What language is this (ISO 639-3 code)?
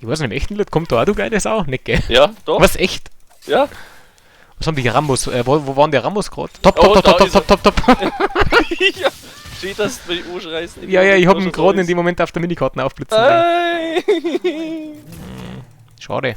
bar